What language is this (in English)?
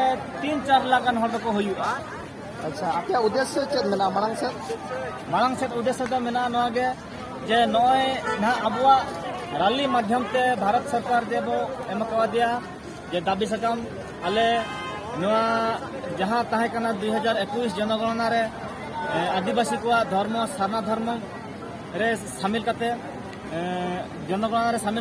Santali